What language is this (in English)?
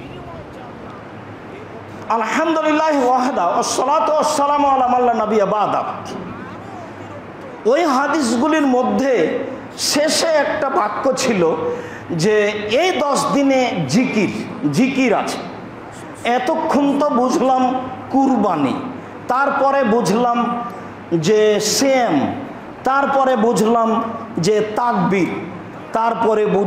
Bangla